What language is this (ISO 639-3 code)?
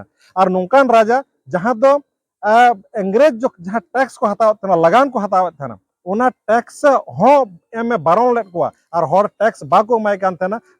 sat